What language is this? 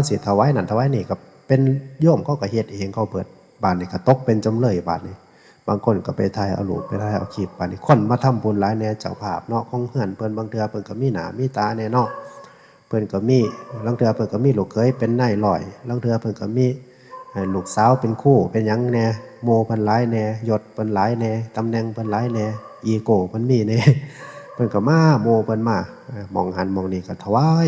Northeastern Thai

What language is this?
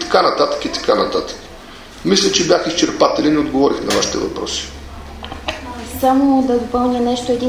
Bulgarian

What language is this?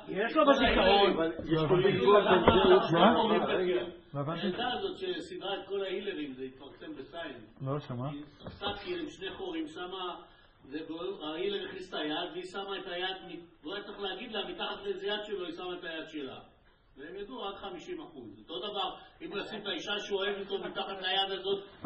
Hebrew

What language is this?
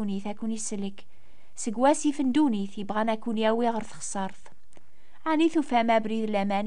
Kabyle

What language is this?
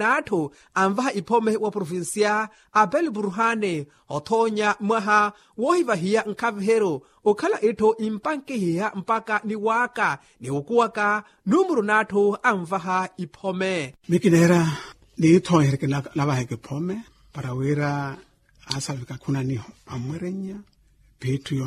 Makhuwa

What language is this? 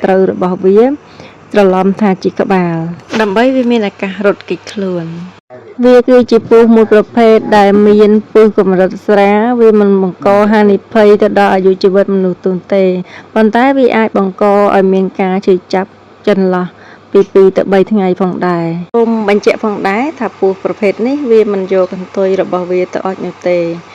Khmer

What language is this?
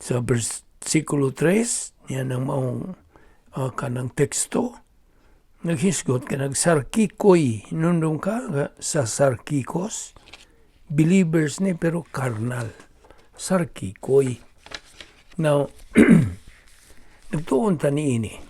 Cebuano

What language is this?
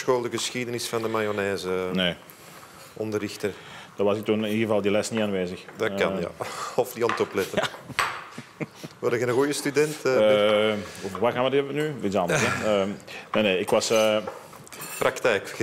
Dutch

